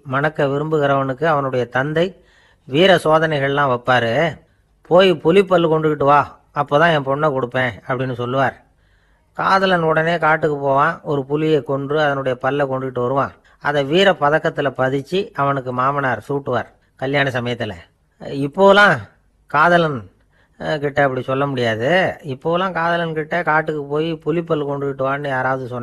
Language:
Tamil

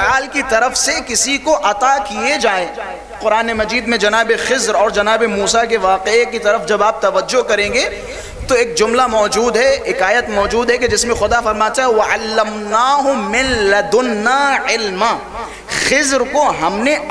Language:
Urdu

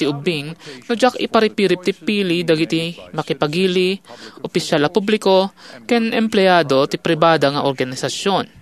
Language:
Iloko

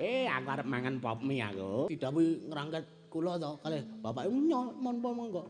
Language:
Javanese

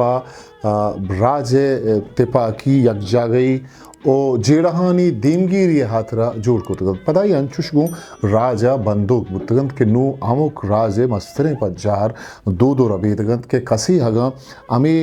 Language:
Eastern Balochi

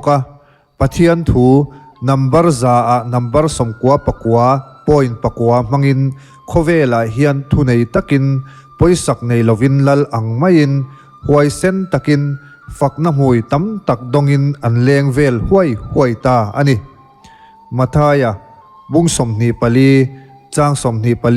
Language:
Mizo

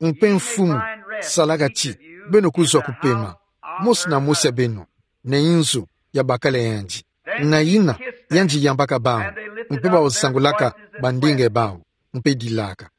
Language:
Kituba (Democratic Republic of Congo)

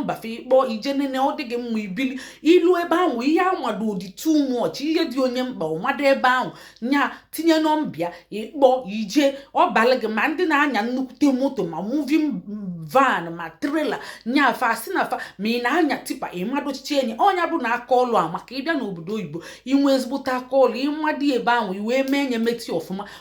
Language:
Igbo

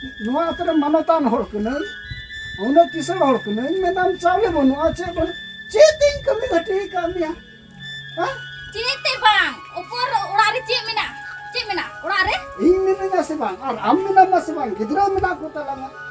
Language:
Santali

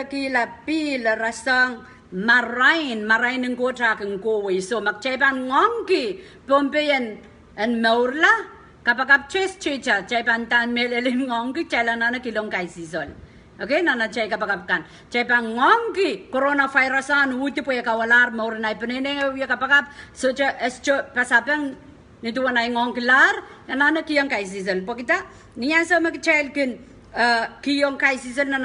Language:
Pohnpeian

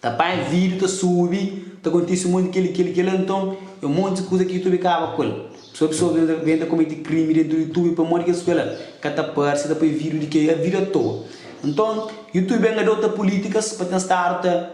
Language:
Kabuverdianu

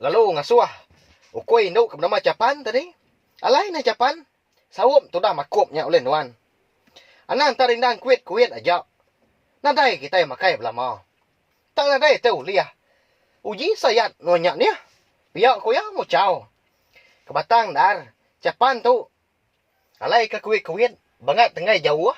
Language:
Iban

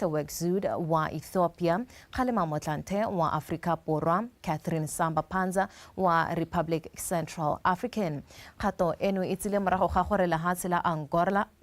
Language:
Tswana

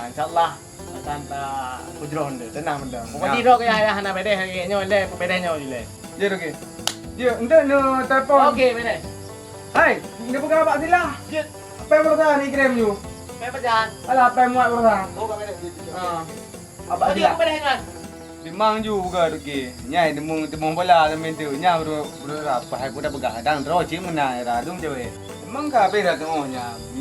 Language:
Achinese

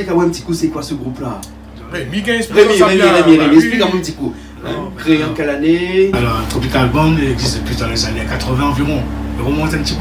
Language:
Réunion Creole French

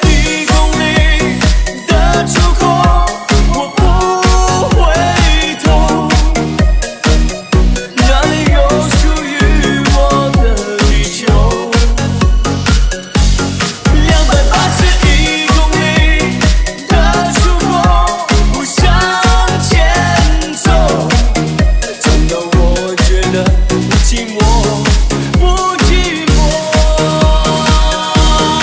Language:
Chinese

